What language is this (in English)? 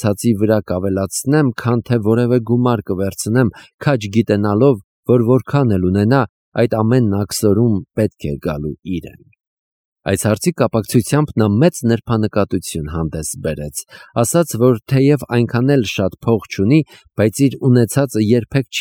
Armenian